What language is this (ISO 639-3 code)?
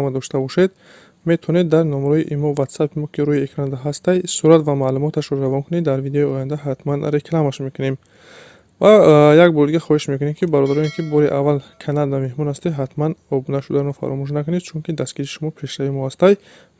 tgk